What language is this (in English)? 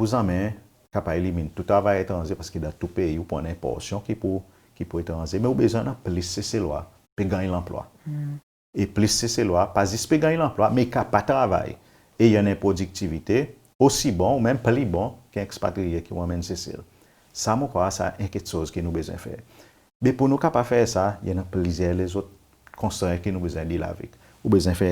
Seselwa Creole French